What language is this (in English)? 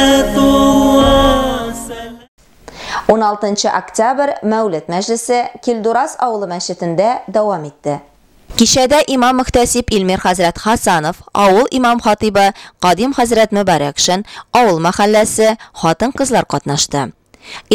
Tatar